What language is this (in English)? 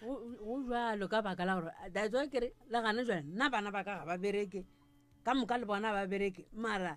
Northern Sotho